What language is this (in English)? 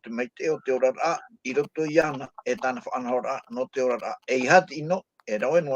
Tahitian